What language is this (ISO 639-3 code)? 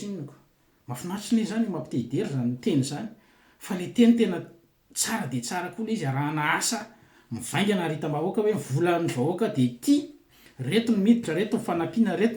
mlg